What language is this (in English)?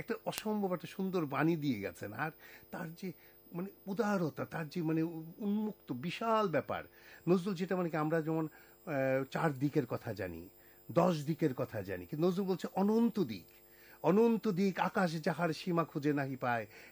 Bangla